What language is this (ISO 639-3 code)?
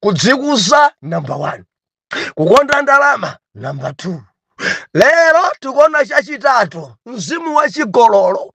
nya